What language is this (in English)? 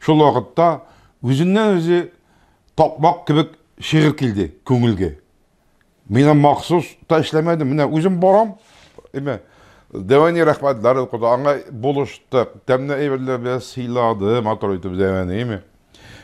Tatar